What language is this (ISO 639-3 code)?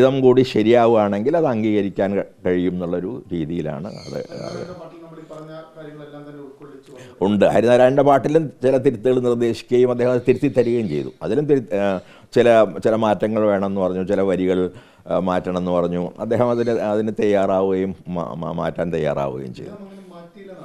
mal